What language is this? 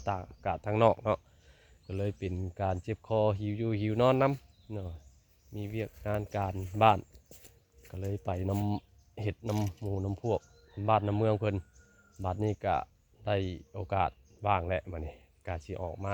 Northeastern Thai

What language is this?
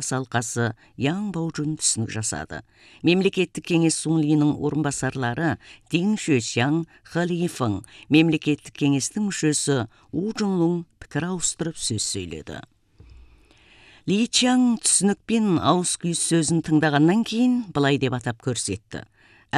Kazakh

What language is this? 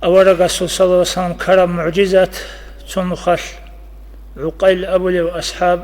Avaric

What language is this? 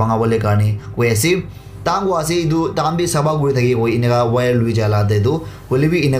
Naga Pidgin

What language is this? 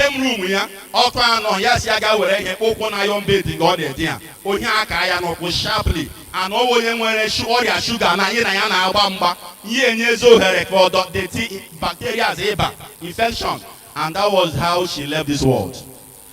Igbo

